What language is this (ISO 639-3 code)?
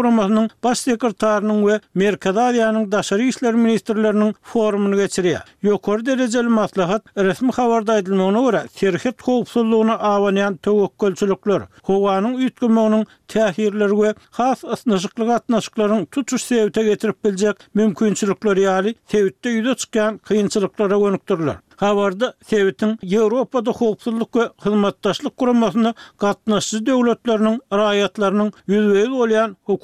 tuk